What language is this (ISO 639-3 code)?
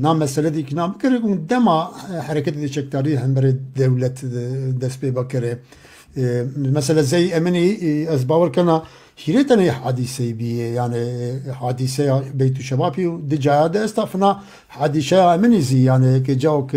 zza